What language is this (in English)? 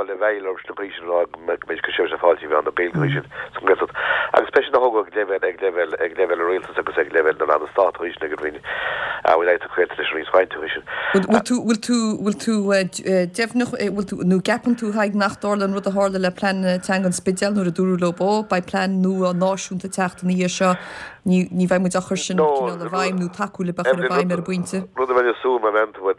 Irish